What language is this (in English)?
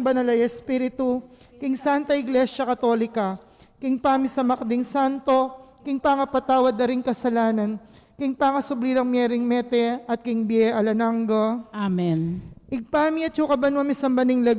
Pampanga